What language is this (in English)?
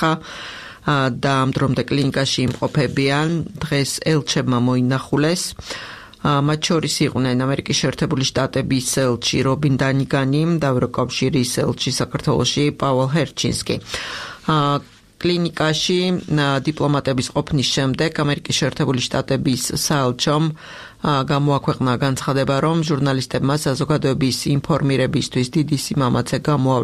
Georgian